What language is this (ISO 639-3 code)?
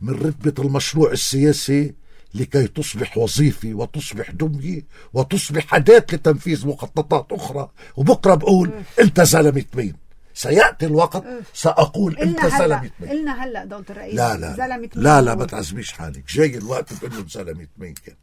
apc